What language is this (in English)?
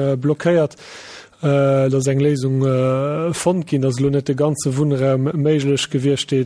Luxembourgish